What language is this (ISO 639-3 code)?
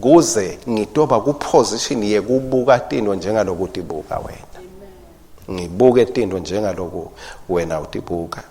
ssw